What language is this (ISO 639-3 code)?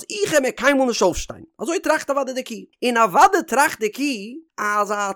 yid